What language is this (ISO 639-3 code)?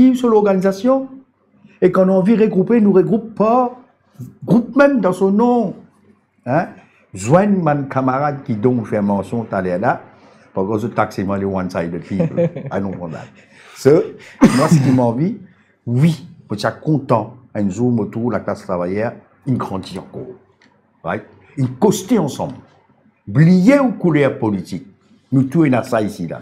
mfe